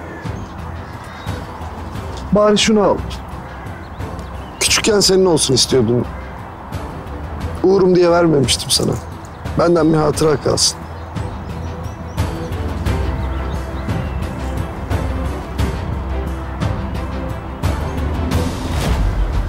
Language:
Turkish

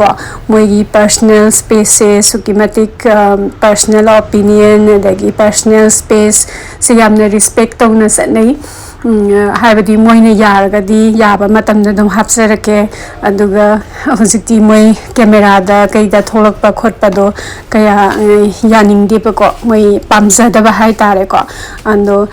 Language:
Manipuri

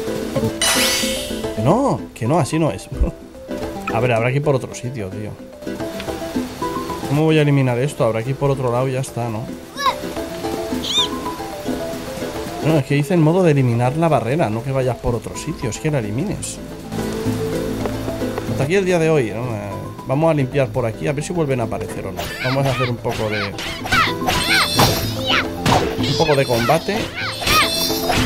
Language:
Spanish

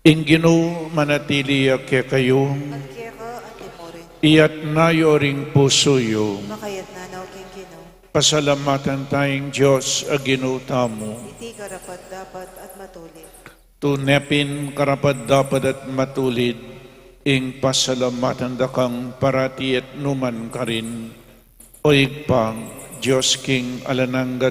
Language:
Pampanga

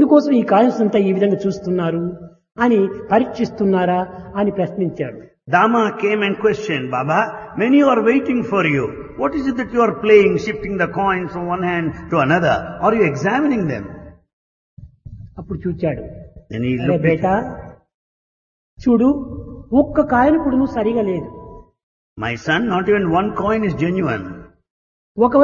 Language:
Telugu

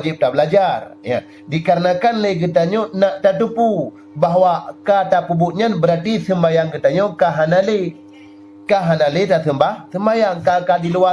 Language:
Achinese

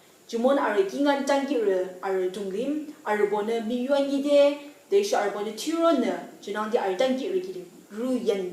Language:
Yimchungru Naga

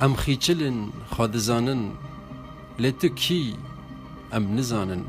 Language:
Kurdish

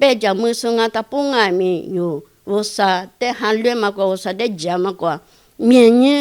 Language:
Lisu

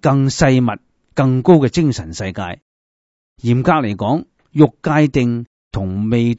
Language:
Cantonese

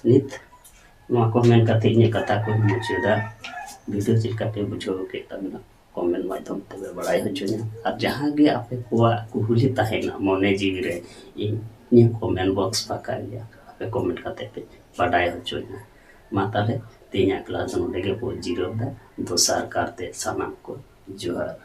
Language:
Santali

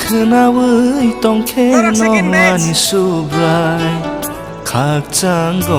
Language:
Kok Borok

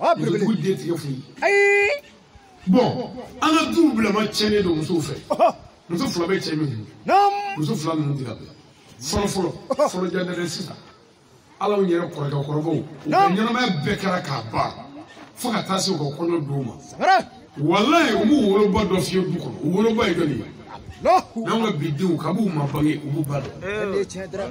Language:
Shona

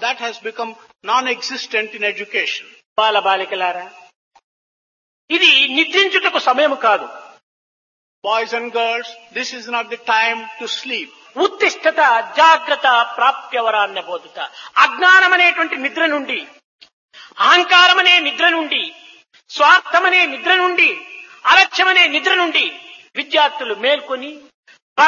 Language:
Telugu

